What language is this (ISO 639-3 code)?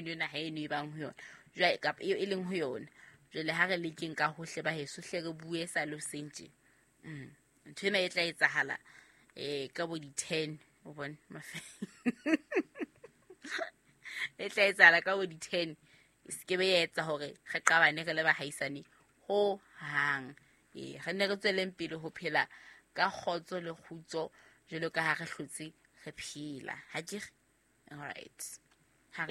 sot